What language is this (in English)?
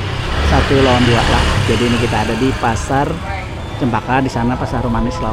Banjar